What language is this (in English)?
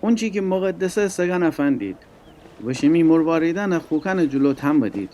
Gilaki